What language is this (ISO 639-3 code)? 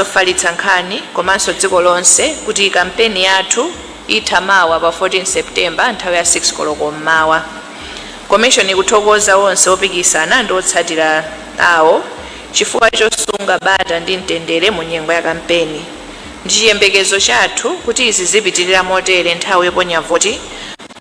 nya